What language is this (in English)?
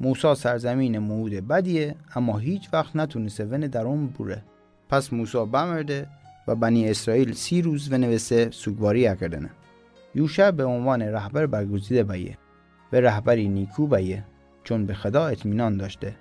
Mazanderani